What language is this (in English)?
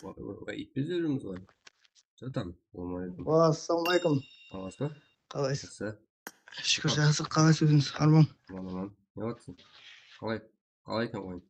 Kara-Kalpak